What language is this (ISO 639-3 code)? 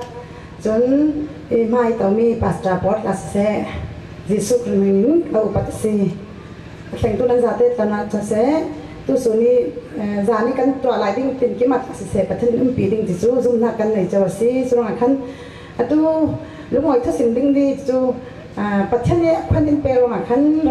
cfm